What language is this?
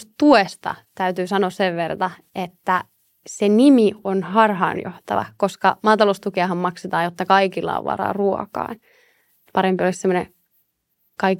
Finnish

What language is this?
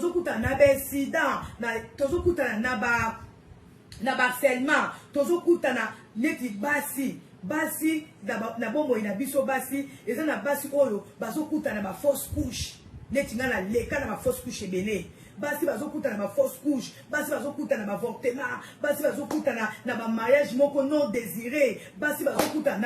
Lingala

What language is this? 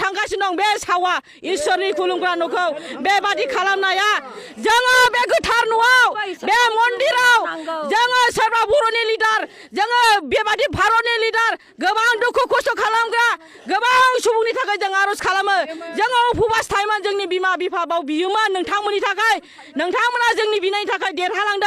Bodo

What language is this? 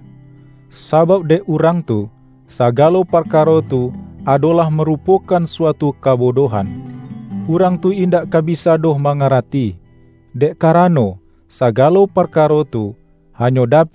Minangkabau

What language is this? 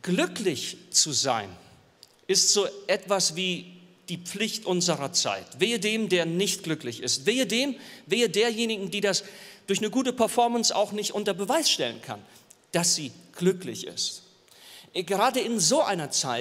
Swiss German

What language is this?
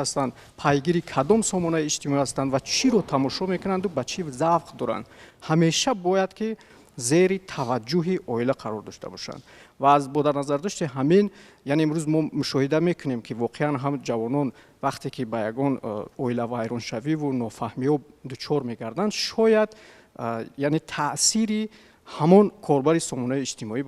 Tajik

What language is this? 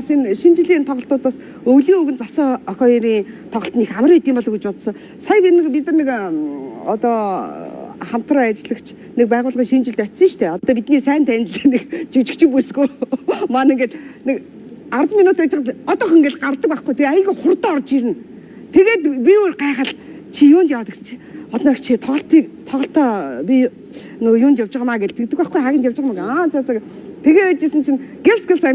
Mongolian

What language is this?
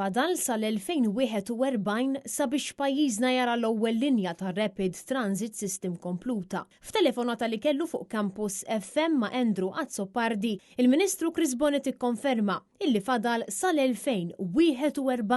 Maltese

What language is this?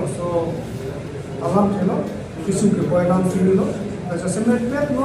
Karbi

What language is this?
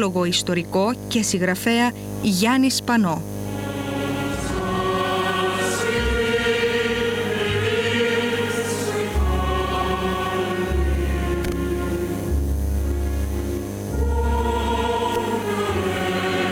Greek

